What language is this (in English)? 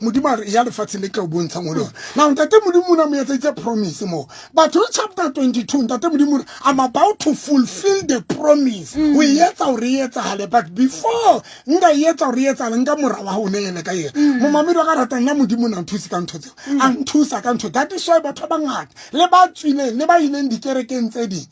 Southern Sotho